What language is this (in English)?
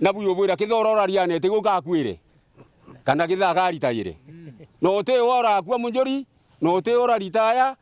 Meru